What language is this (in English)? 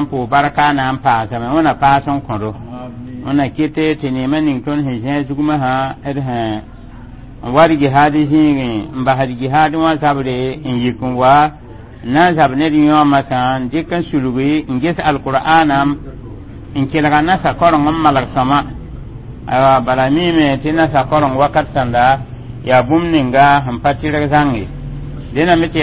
Mossi